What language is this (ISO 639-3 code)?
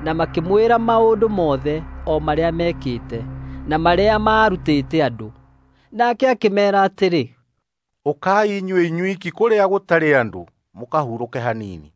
kik